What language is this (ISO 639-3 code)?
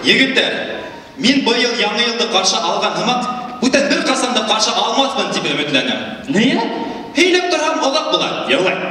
bak